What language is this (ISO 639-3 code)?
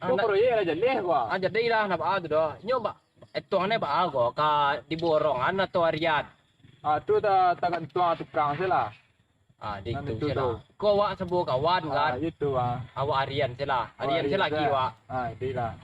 min